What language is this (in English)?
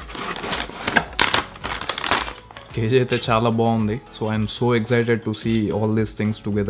Telugu